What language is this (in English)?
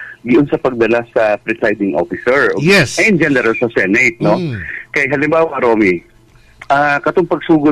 Cebuano